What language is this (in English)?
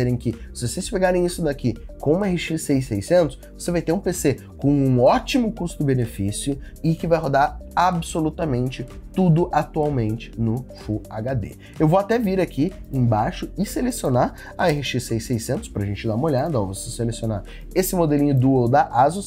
Portuguese